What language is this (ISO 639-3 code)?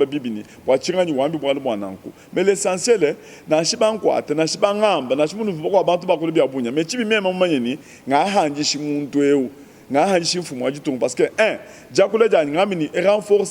lua